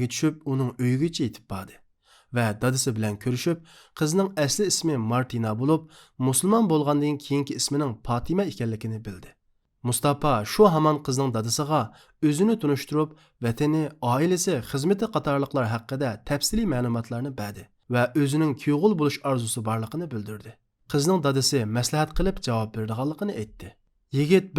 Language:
Uyghur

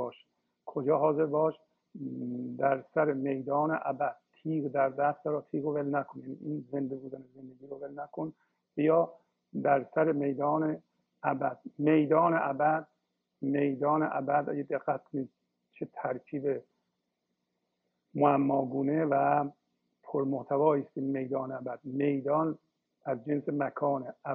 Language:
Persian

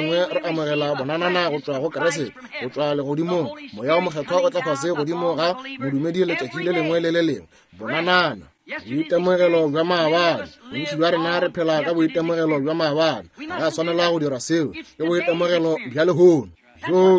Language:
Northern Sotho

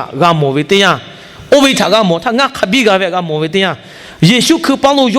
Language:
Lahu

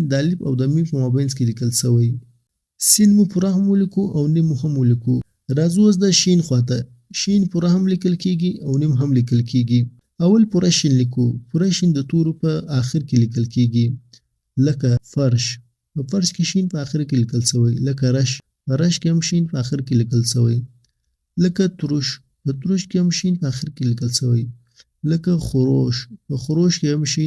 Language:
Pashto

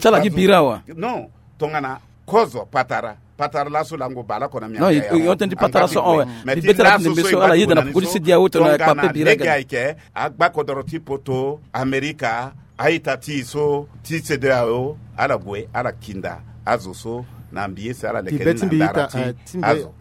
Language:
Sango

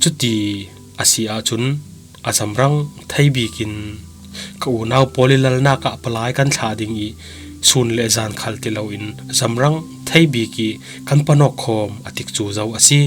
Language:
Falam Chin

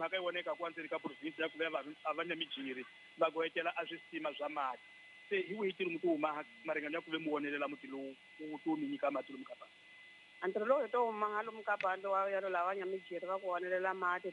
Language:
Tsonga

